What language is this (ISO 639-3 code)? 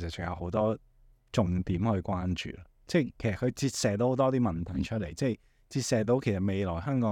yue